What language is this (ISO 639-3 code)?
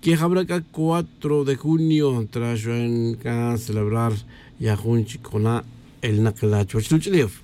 tzj